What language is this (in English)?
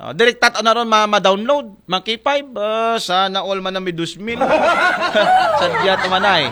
Aklanon